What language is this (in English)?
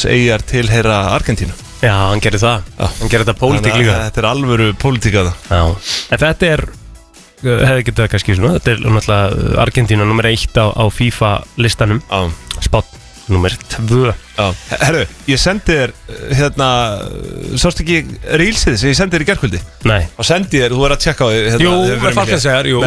Icelandic